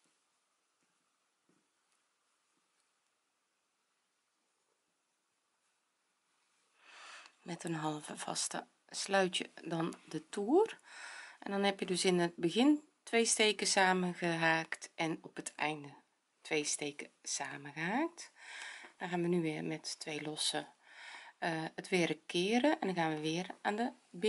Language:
Dutch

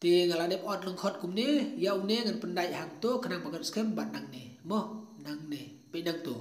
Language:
Khasi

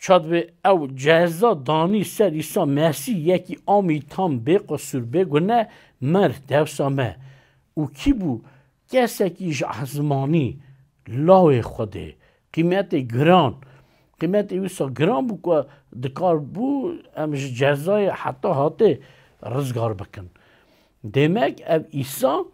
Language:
Kurdish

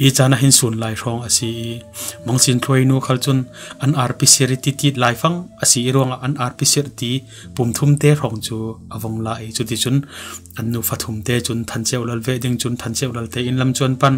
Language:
Falam Chin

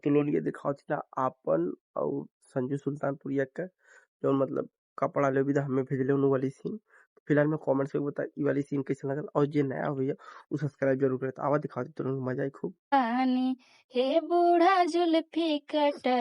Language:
Bhojpuri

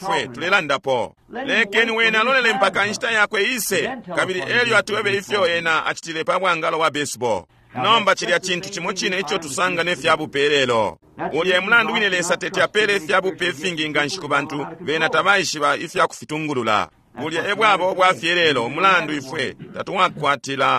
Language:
Bemba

